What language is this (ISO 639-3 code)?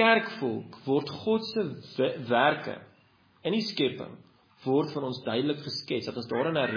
afr